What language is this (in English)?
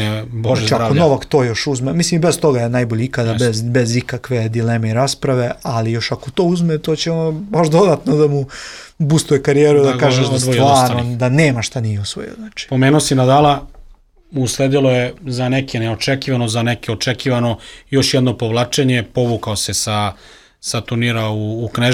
Serbian